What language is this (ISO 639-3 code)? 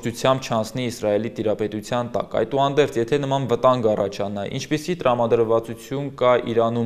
hye